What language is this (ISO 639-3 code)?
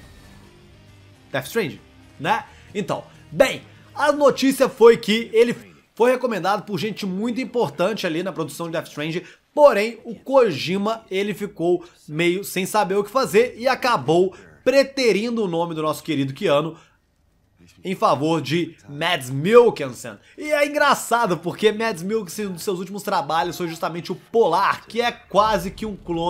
por